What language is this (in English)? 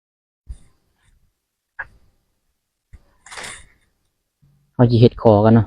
Lao